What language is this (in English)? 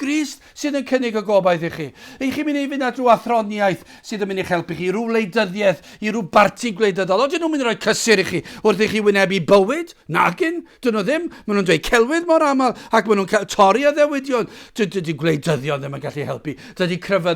Welsh